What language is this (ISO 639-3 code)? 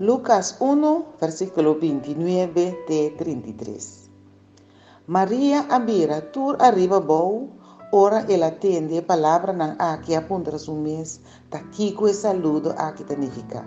pap